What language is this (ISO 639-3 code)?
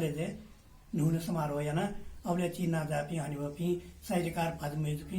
new